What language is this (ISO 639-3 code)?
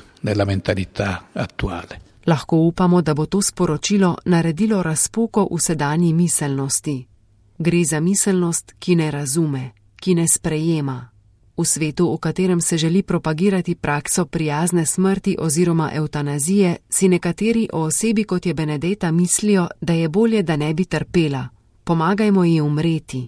slv